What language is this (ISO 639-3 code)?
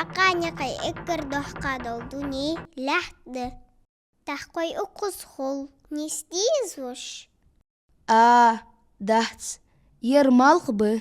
inh